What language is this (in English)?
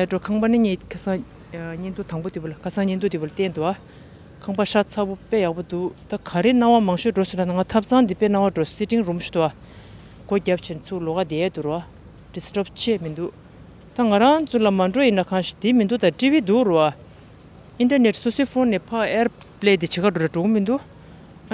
Tibetan